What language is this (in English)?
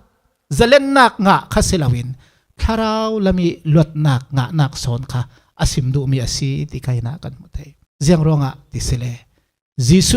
Falam Chin